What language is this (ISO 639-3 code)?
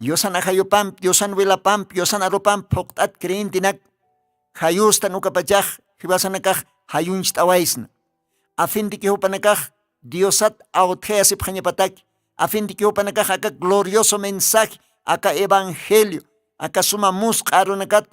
aym